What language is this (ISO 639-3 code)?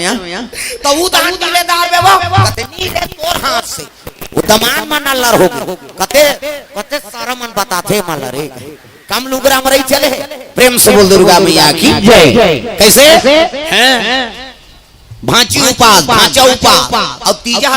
hne